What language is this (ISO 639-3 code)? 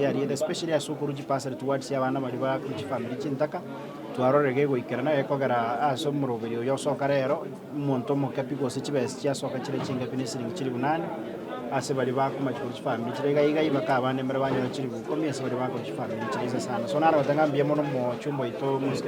guz